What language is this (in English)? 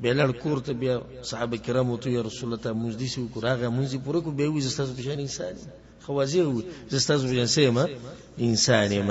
Pashto